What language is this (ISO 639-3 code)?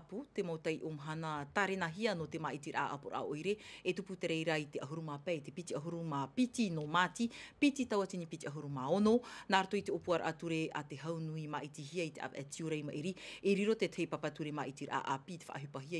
tah